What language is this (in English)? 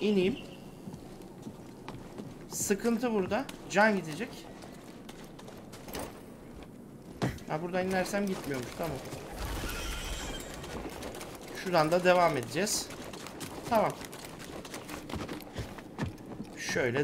Turkish